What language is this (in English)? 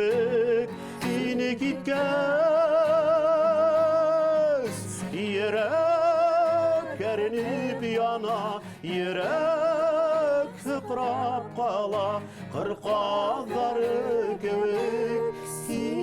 Bashkir